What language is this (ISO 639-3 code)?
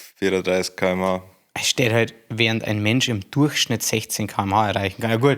bar